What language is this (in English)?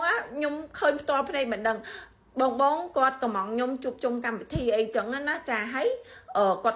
Khmer